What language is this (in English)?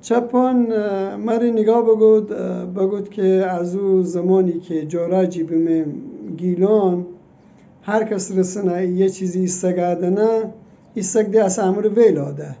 Gilaki